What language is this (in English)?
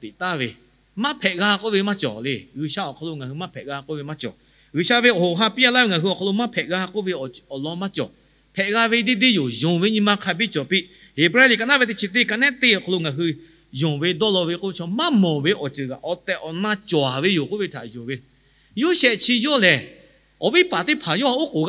Lahu